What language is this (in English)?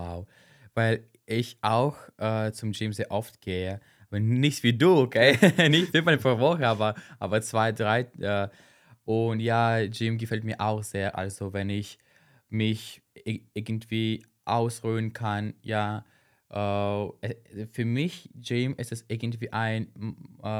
German